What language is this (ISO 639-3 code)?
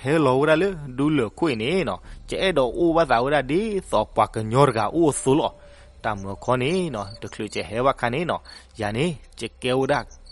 ksw